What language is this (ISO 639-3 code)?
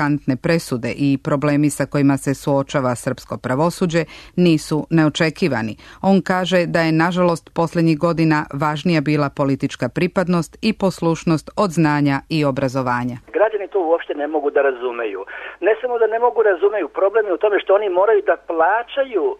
srp